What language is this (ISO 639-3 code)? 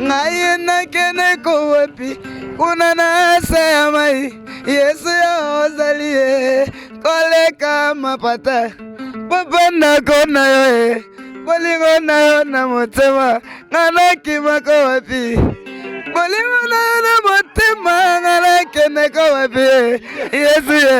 lin